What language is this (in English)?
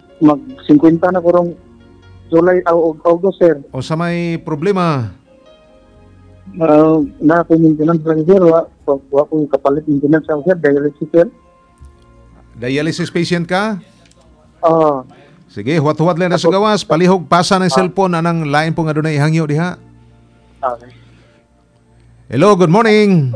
Cebuano